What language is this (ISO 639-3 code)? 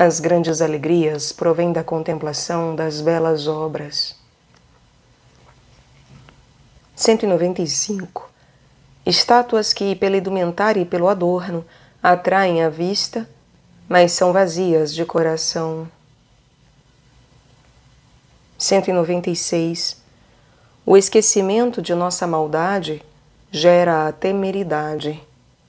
por